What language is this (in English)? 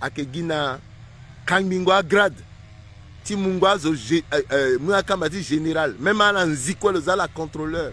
Sango